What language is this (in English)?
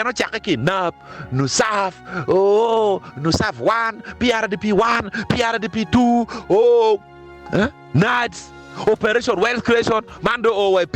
Acoli